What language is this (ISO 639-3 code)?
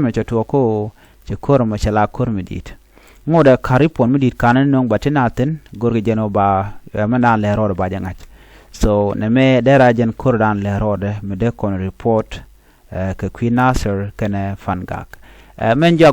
nus